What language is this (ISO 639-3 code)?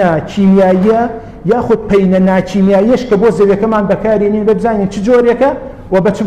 ckb